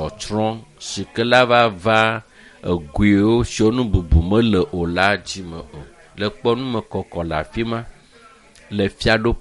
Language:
Ewe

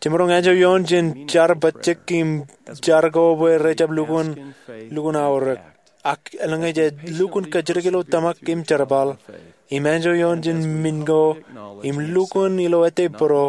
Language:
Marshallese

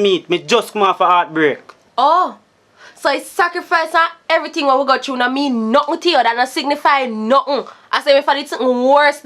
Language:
Jamaican Creole English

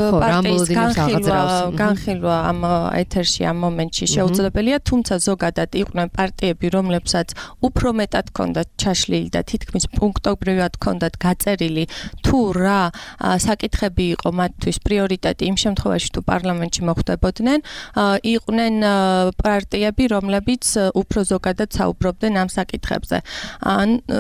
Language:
Georgian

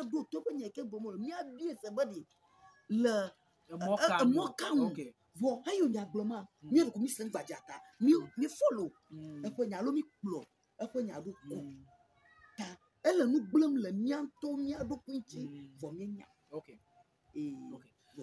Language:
Ewe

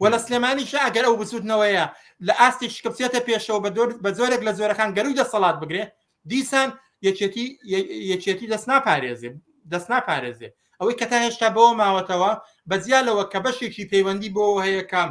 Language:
Central Kurdish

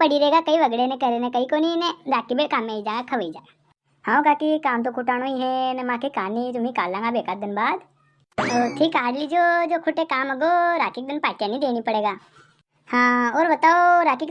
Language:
Rajasthani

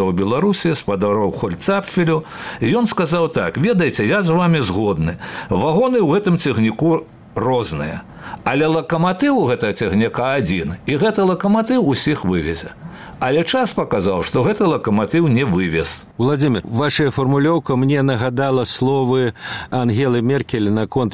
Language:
Belarusian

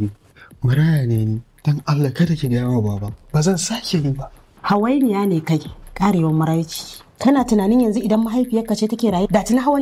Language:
Hausa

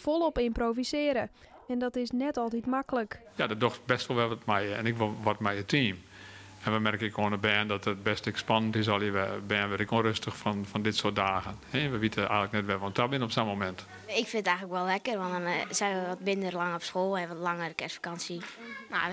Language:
Western Frisian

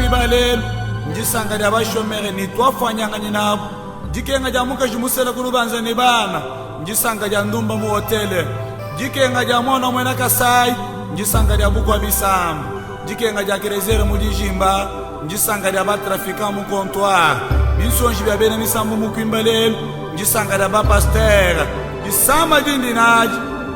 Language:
Luba-Lulua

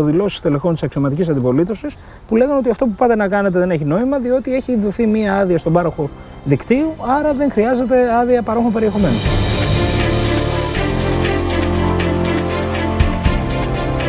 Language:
Greek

